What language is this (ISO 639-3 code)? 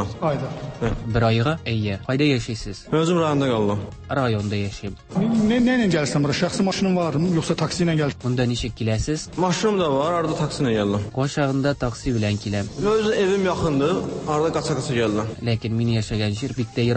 tat